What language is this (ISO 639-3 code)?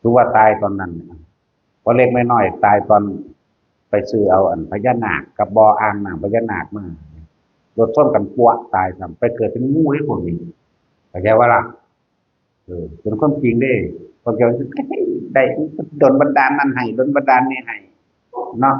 tts